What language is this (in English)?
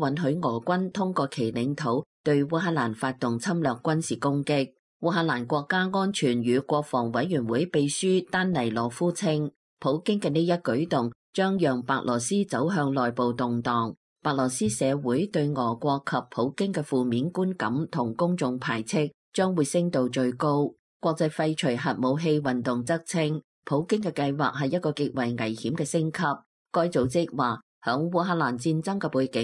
Cantonese